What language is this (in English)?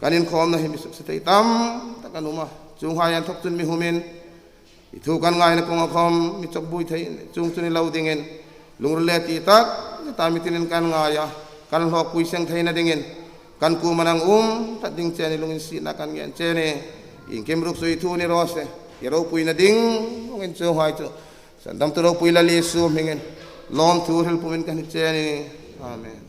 Hmar